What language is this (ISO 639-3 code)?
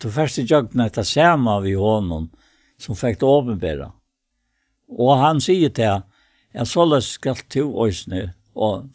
fao